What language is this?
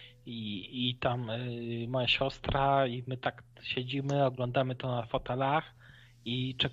Polish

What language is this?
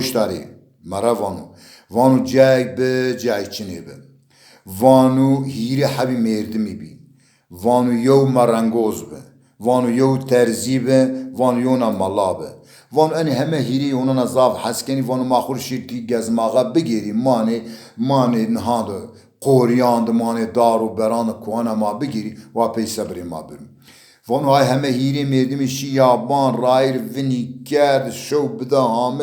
Zaza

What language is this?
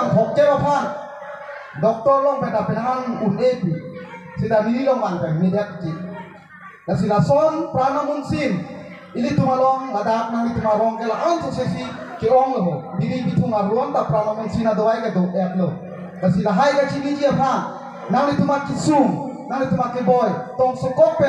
Karbi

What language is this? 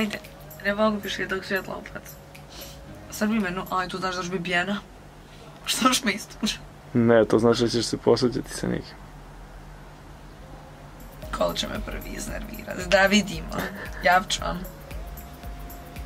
Croatian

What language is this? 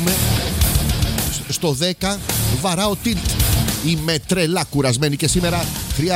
Greek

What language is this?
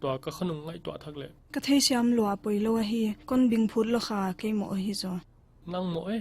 Paite Chin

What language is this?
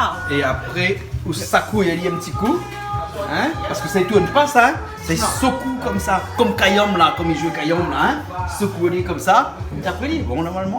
Réunion Creole French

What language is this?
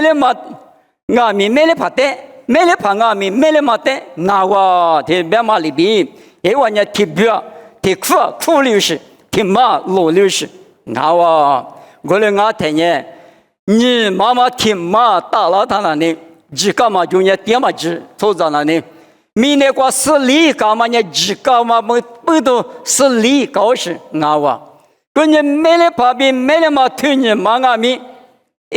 Lisu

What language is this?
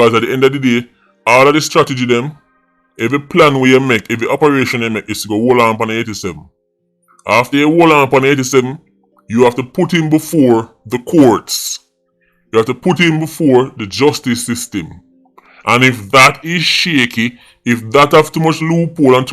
Jamaican Creole English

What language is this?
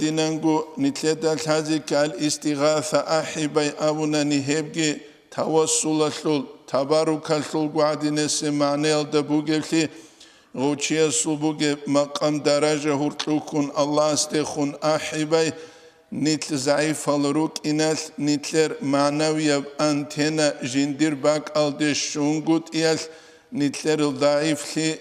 Avaric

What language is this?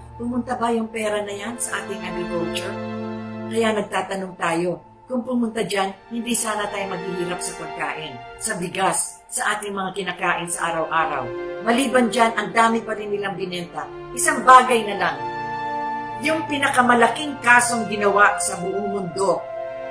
Filipino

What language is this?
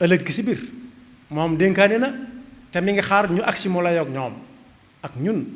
Wolof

